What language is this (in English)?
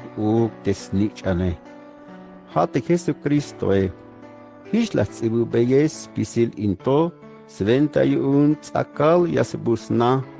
Tzeltal